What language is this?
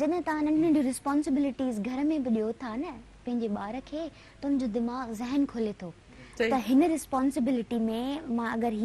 Sindhi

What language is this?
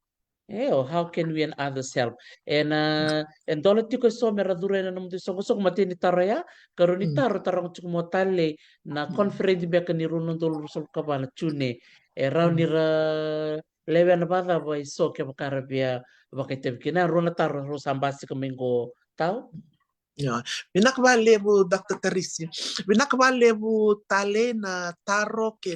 Fijian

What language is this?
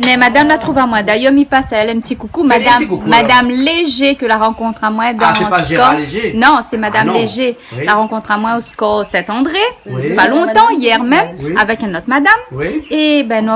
Réunion Creole French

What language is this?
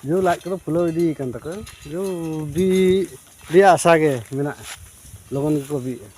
Santali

